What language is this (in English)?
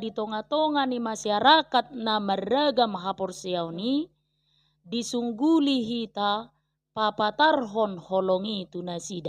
Batak Toba